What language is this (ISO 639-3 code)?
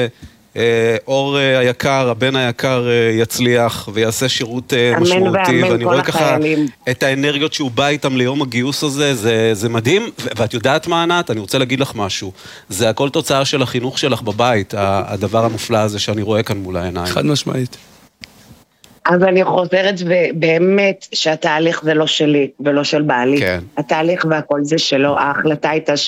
heb